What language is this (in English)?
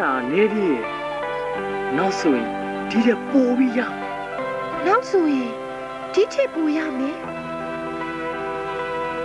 Burmese